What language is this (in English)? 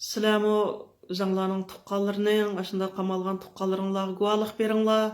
Uyghur